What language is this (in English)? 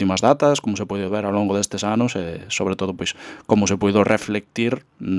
Galician